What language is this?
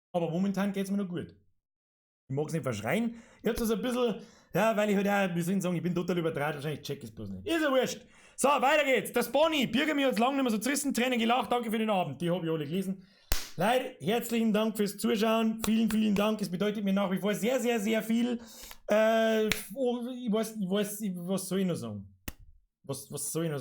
Bavarian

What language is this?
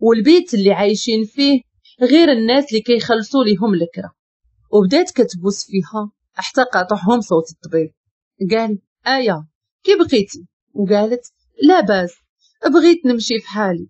Moroccan Arabic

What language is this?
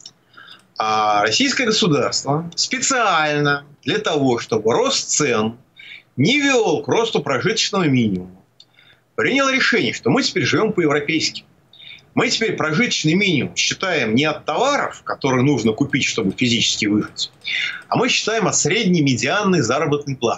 Russian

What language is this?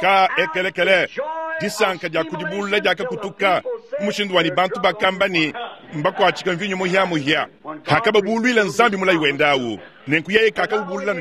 Luba-Lulua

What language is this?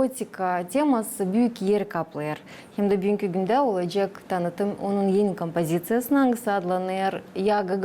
Gagauz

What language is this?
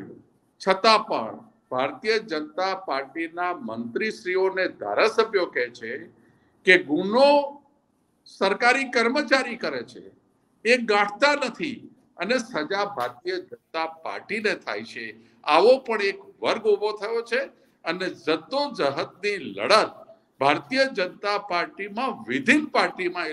Gujarati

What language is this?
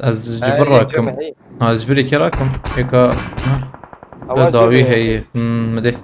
Kurdish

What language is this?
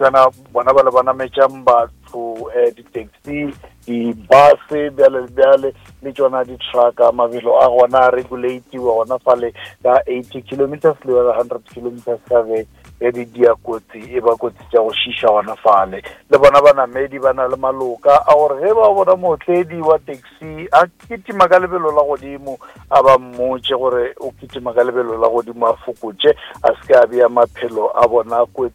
Northern Sotho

